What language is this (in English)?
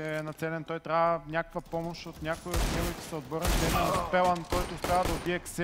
Bulgarian